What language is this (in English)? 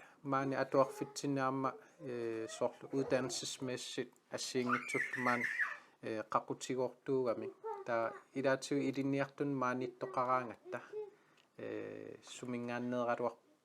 Kalaallisut